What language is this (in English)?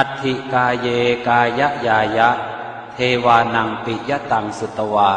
Pali